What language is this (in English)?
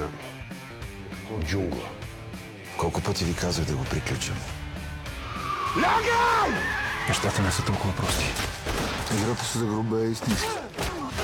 Bulgarian